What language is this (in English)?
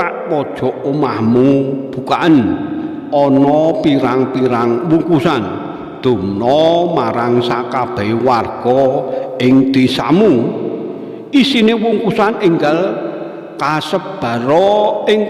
Javanese